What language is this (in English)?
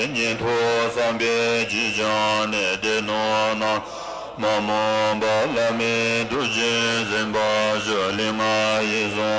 Tibetan